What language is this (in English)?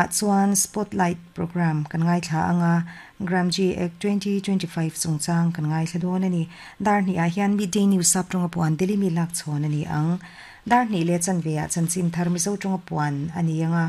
Mizo